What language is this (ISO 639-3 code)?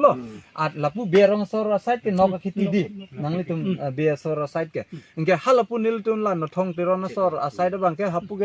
mjw